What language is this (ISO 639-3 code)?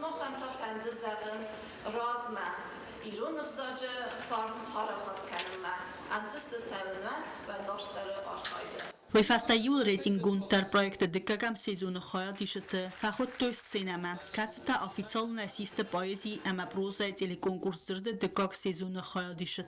oss